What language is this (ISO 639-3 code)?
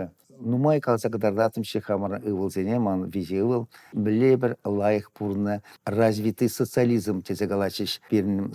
chv